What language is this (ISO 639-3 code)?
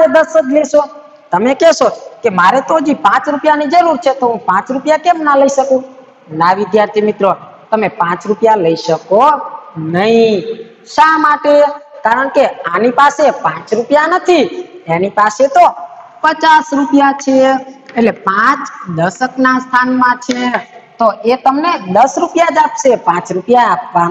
guj